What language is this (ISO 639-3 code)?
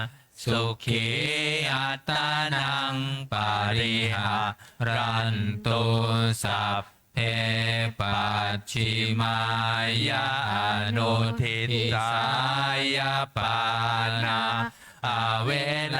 pli